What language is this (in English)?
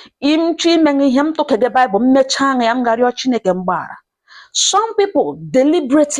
Igbo